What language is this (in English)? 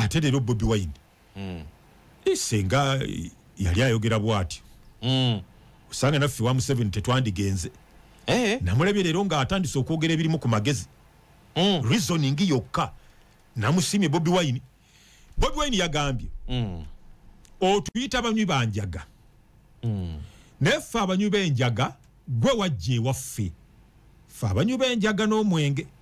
Ganda